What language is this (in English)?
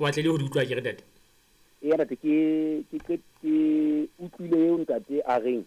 Southern Sotho